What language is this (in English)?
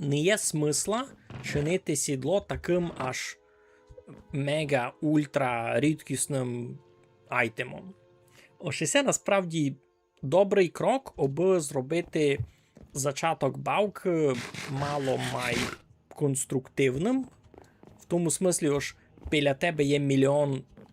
Rusyn